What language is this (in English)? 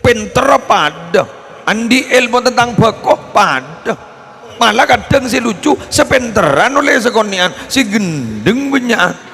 Madurese